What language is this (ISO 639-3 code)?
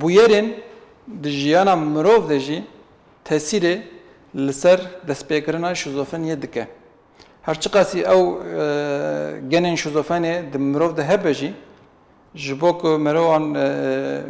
kur